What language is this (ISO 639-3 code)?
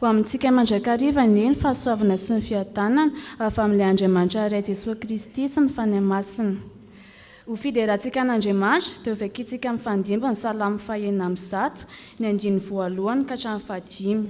mlg